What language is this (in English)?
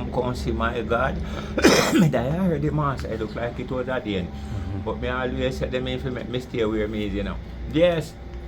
Jamaican Creole English